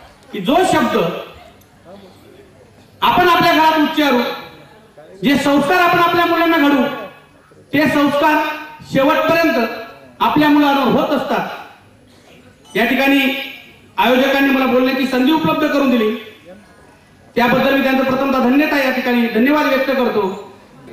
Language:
Marathi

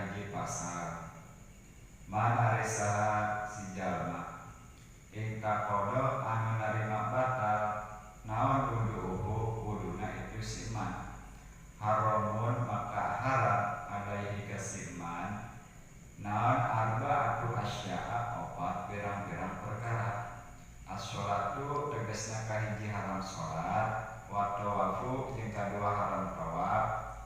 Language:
Sundanese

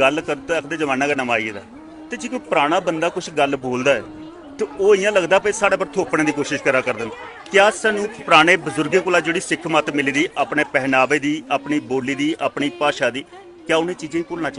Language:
Dogri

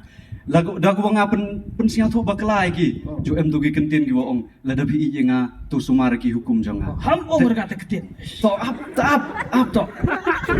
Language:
Khasi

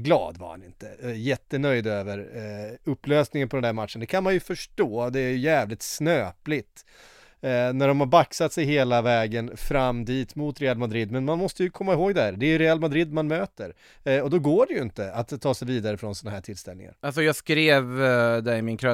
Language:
Swedish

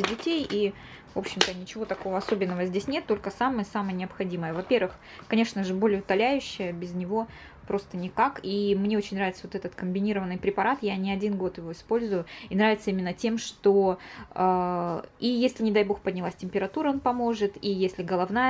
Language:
Russian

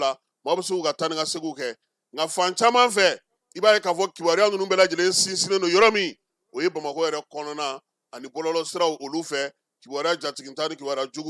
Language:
Bambara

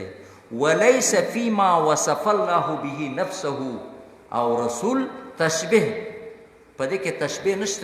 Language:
Pashto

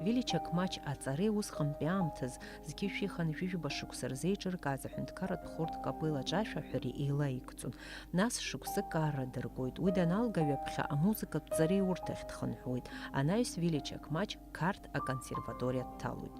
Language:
Abkhazian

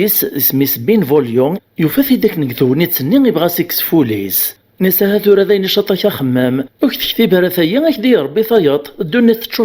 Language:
Kabyle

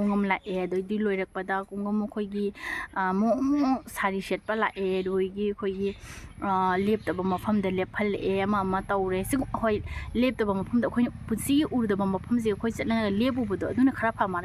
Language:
Manipuri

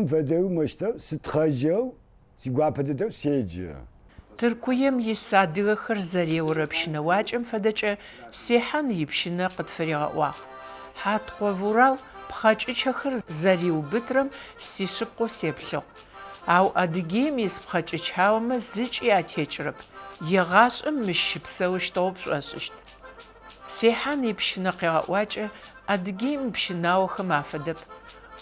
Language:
Adyghe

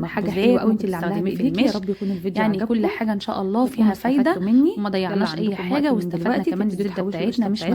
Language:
Egyptian Arabic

